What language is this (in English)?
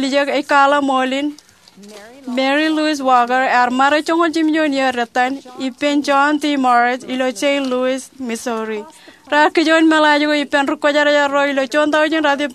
Marshallese